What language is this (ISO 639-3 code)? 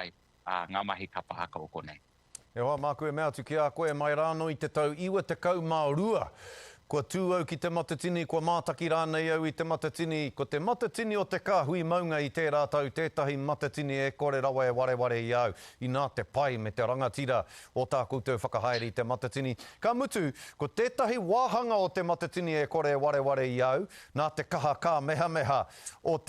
mri